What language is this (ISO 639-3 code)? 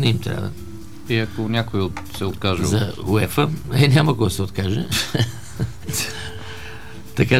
bul